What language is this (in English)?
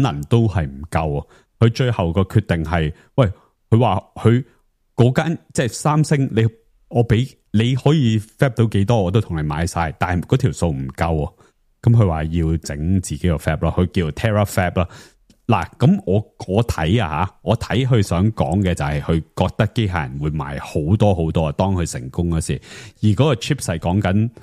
Cantonese